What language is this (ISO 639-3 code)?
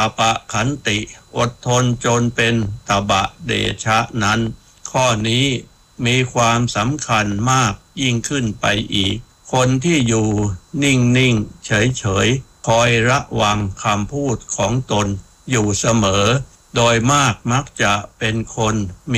tha